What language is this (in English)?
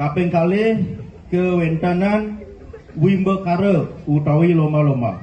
Balinese